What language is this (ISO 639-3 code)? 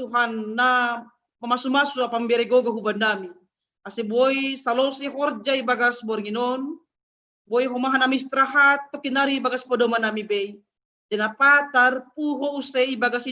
bts